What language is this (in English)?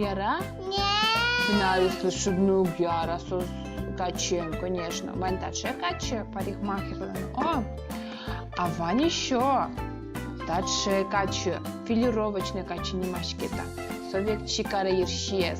Udmurt